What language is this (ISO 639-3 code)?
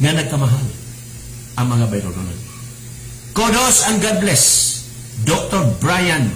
ceb